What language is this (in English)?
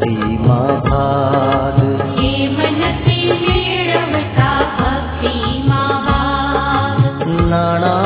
Gujarati